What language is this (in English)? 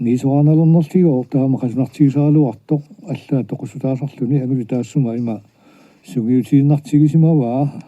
Kalaallisut